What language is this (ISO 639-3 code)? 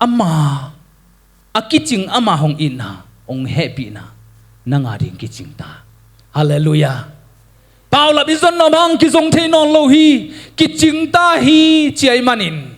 ctd